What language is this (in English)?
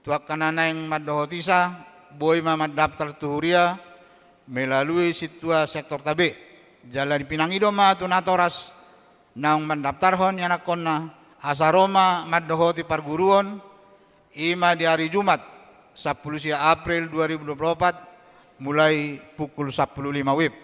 Batak Toba